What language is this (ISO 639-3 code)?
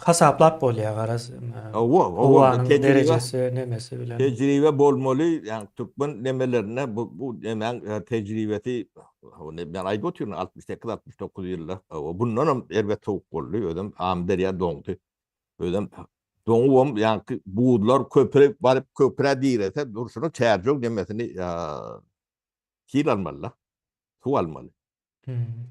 tuk